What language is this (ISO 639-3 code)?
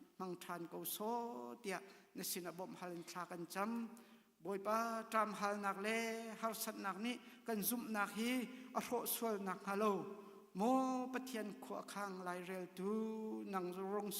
cnh